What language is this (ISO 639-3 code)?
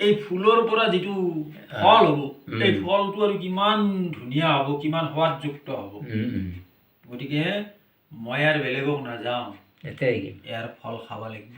asm